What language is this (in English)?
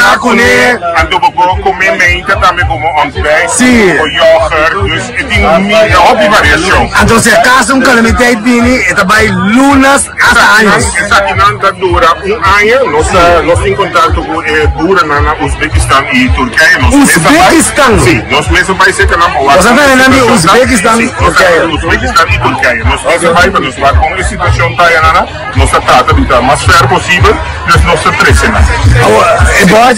Papiamento